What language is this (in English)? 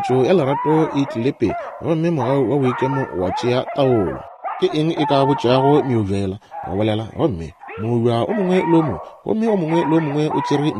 Northern Sotho